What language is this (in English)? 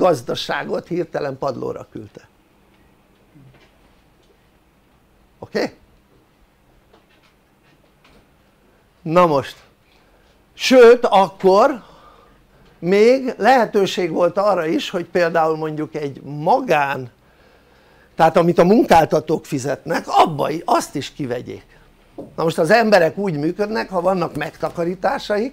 Hungarian